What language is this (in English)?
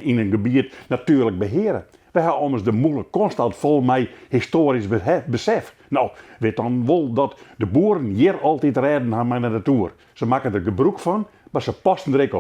Western Frisian